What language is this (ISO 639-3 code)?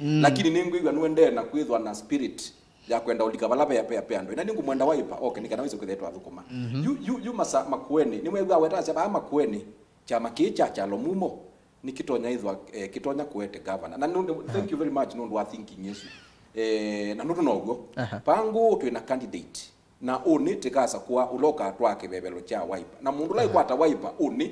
kam